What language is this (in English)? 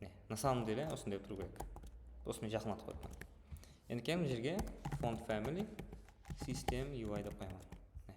Kara-Kalpak